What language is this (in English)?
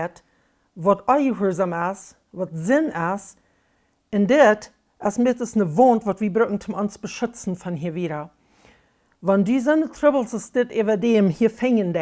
Plautdietsch